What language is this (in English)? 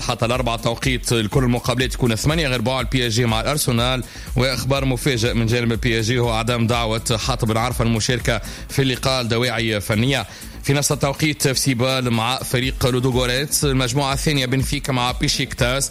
Tunisian Arabic